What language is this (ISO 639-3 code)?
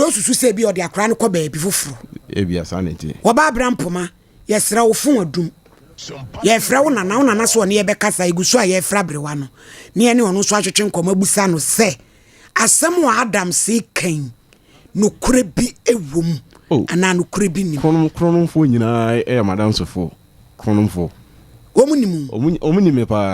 aka